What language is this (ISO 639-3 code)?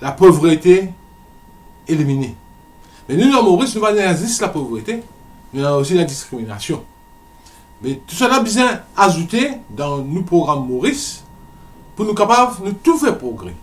mfe